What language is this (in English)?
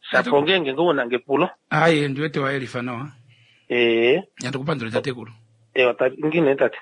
Kuanyama